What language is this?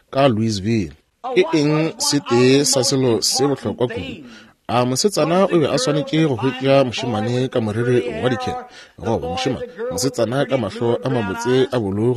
Northern Sotho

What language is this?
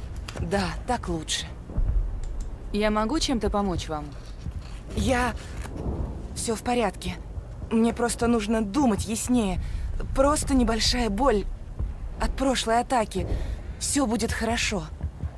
Russian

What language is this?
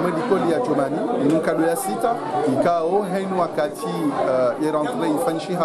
Ngazidja Comorian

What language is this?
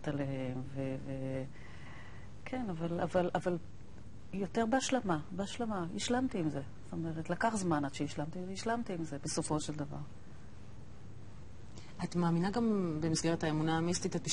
Hebrew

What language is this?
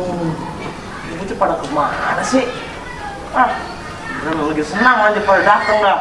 Betawi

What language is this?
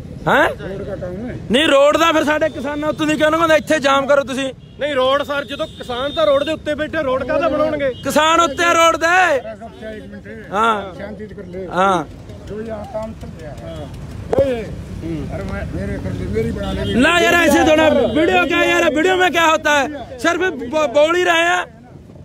Punjabi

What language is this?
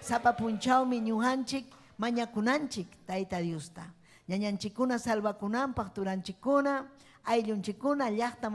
Ayacucho Quechua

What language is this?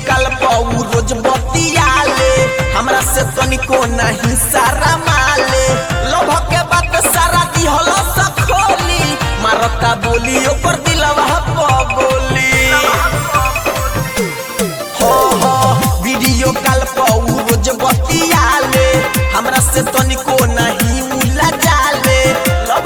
Bhojpuri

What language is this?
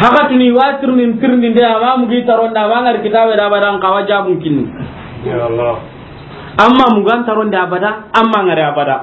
Soninke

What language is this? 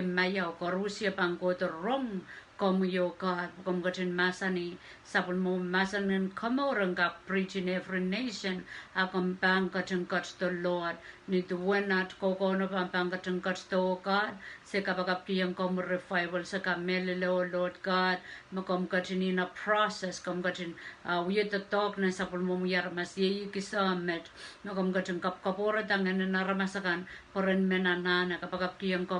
Pohnpeian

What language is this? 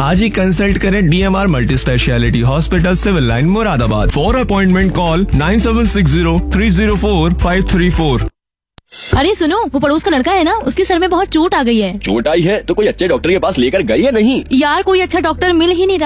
Hindi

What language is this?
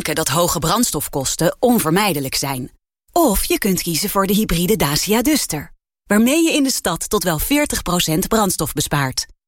Dutch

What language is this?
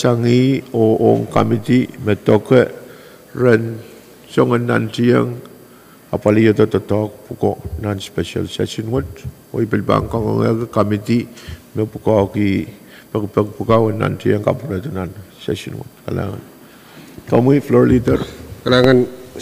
Pohnpeian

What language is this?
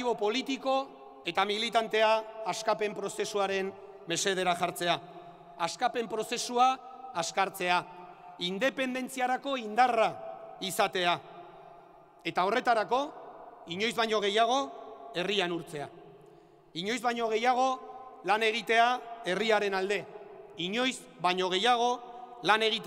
Basque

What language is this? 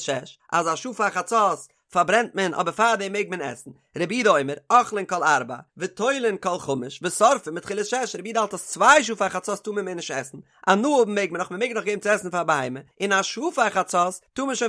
Yiddish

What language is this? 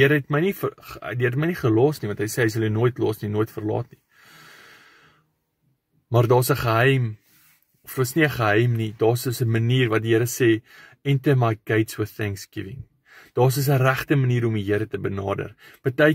Afrikaans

